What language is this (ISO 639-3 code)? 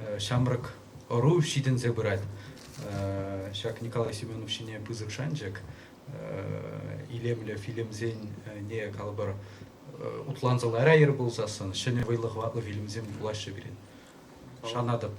chv